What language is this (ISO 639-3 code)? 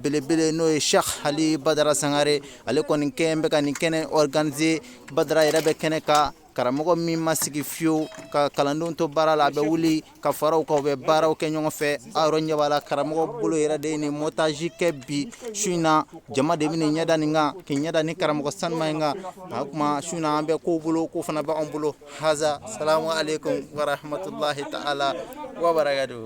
bam